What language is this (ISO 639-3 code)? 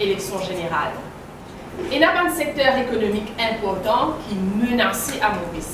mfe